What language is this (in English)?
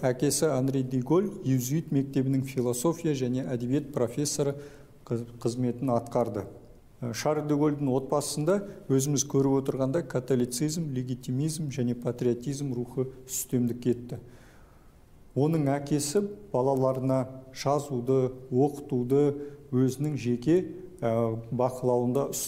Kazakh